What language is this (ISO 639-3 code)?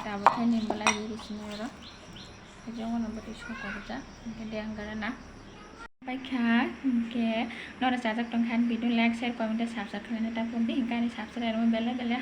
trp